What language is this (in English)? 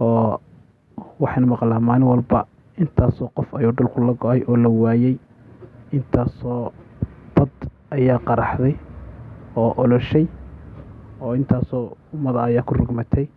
Somali